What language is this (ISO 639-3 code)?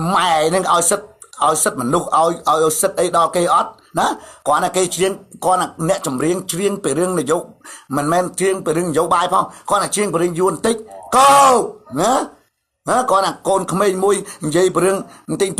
khm